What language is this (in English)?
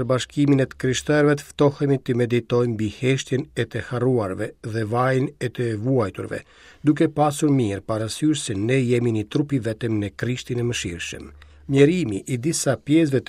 Albanian